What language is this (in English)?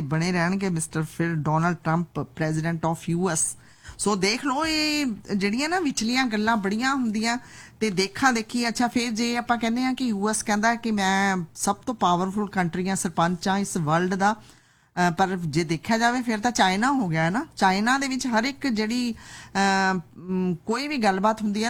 Punjabi